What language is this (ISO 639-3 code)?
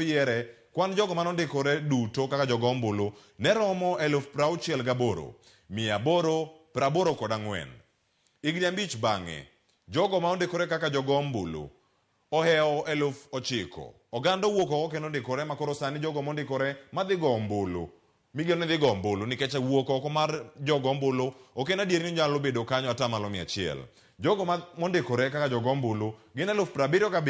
luo